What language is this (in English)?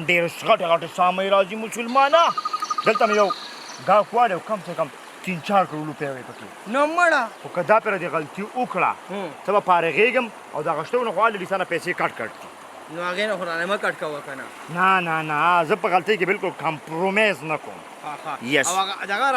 Pashto